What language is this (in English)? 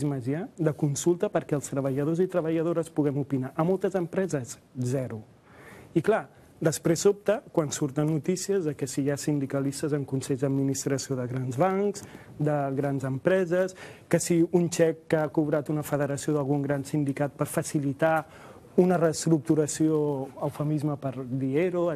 Catalan